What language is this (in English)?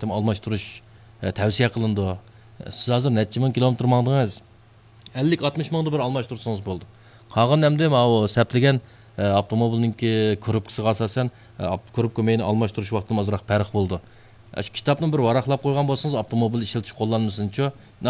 Uyghur